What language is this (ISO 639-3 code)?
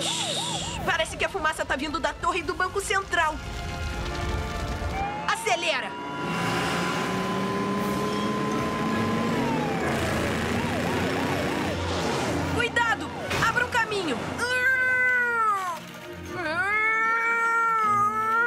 por